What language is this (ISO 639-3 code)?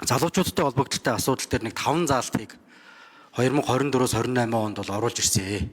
mon